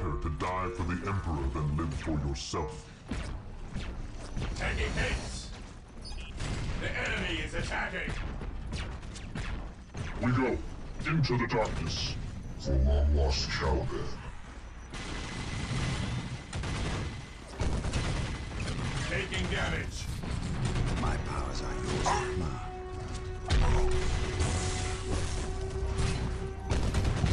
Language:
English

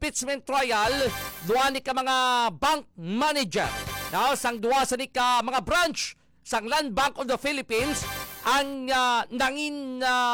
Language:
Hiligaynon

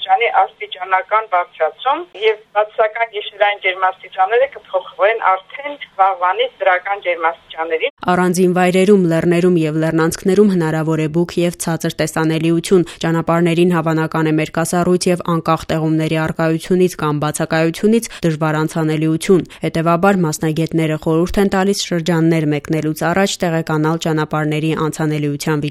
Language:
Armenian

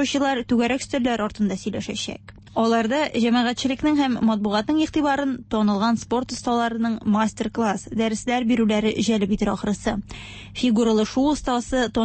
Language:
Tatar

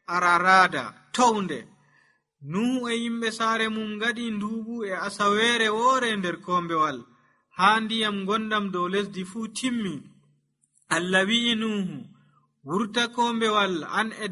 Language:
Nigerian Fulfulde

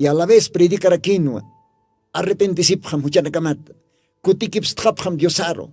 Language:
Aymara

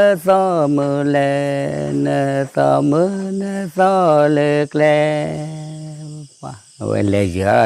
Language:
S'gaw Karen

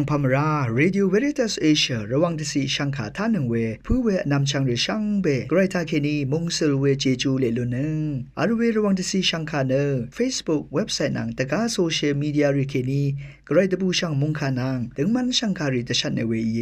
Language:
Rawang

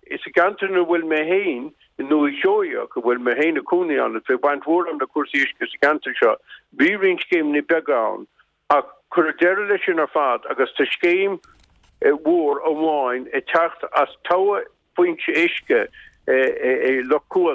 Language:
Irish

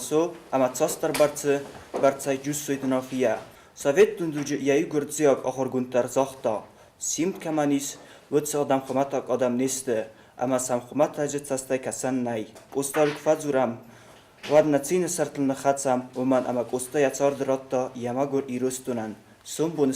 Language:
Ossetic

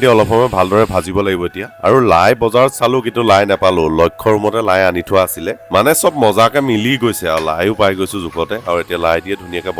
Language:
Assamese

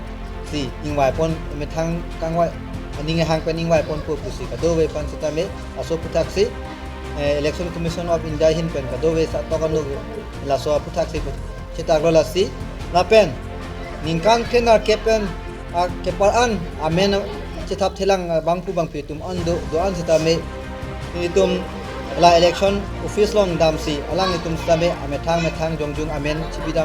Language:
Karbi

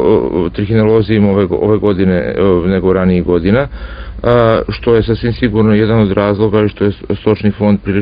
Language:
Serbian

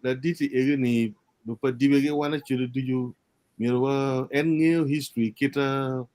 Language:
Acoli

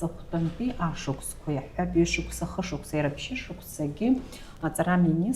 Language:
Abkhazian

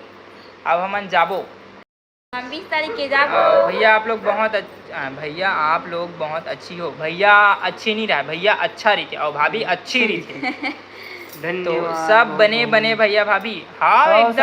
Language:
Chhattisgarhi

